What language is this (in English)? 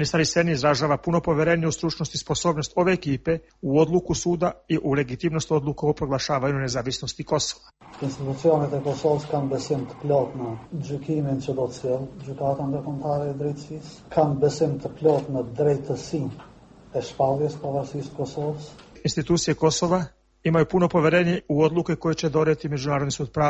Bosnian